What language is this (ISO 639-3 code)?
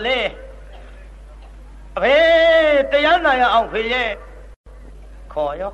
mya